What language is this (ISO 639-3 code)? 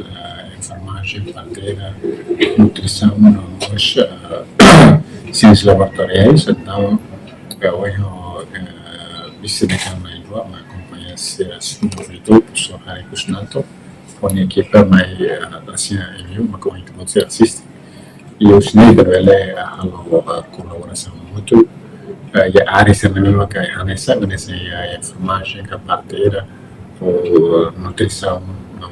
tet